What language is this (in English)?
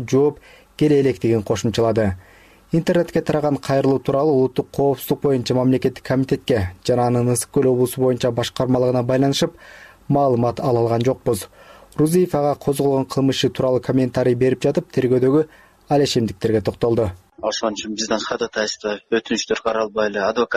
Kyrgyz